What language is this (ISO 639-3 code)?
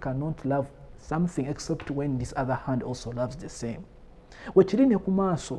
lug